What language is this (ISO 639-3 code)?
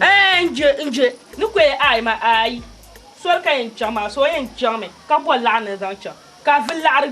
dag